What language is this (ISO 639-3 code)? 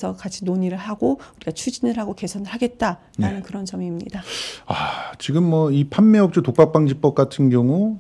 kor